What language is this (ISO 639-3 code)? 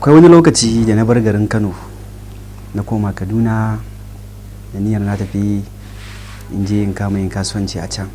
hau